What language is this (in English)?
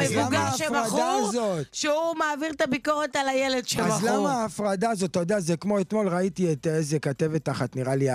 Hebrew